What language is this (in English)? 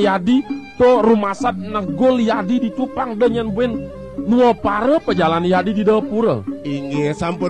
Balinese